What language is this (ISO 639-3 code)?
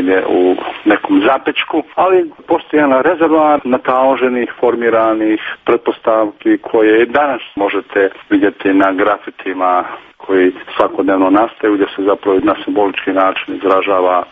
hrv